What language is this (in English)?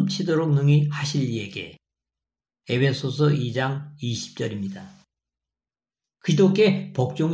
Korean